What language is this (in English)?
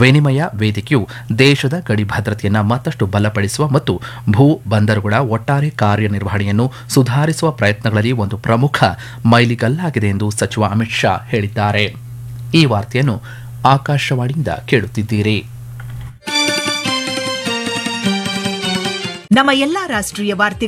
Kannada